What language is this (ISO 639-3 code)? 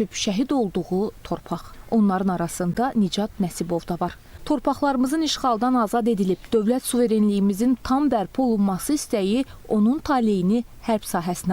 aze